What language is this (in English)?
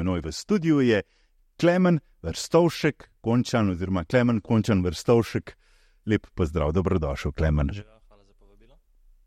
Slovenian